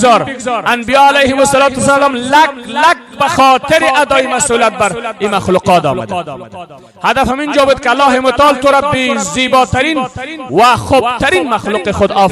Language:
Persian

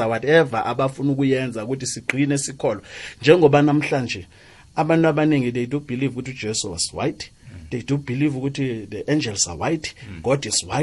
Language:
South Ndebele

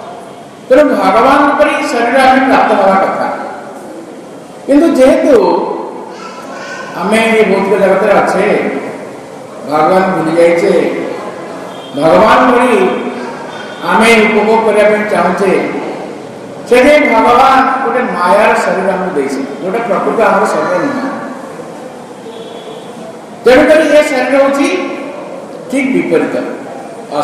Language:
Odia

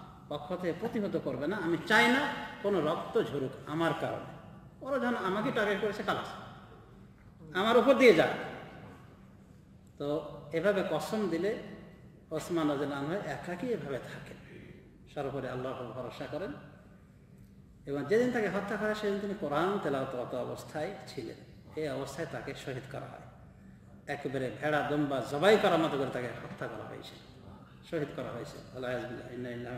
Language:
Bangla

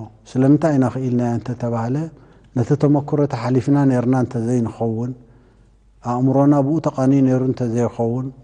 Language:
Tigrinya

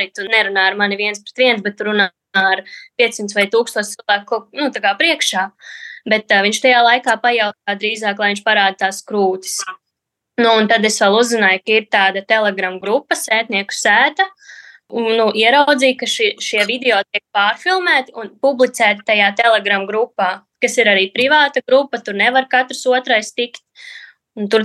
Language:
Latvian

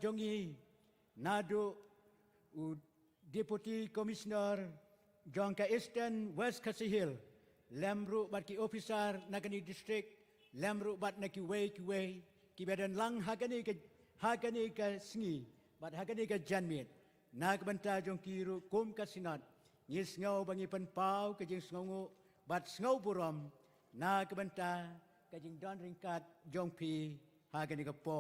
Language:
Khasi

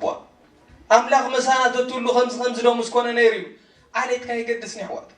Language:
Tigrinya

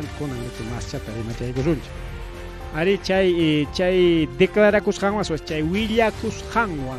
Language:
Ayacucho Quechua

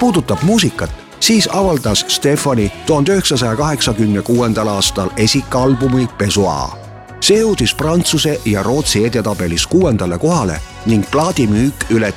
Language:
Estonian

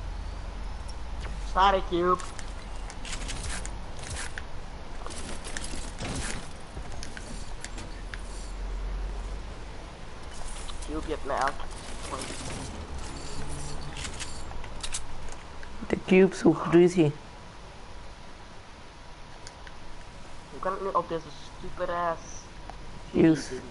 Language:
Dutch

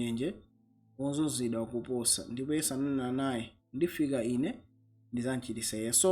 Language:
Nyanja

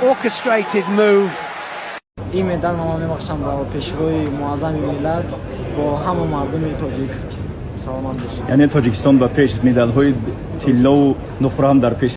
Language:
Tajik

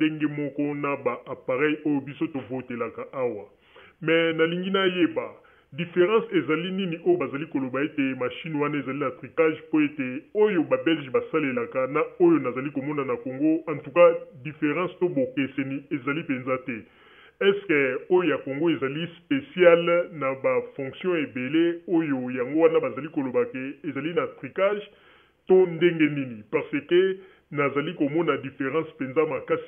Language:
Lingala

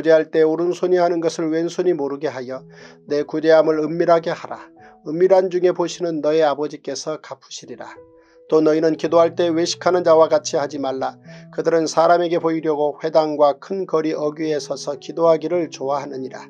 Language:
Korean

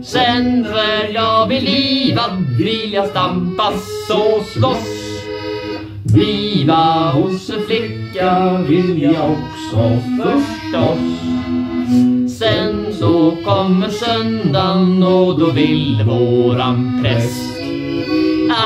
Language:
Swedish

